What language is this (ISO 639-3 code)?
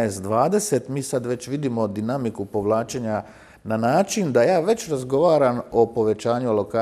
hrv